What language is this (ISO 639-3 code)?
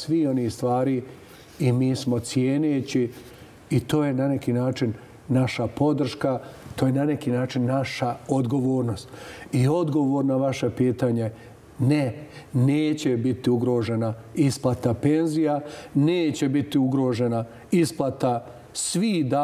bos